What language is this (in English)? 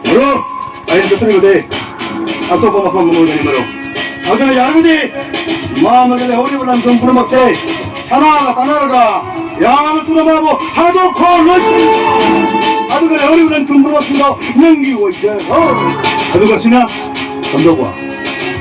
Manipuri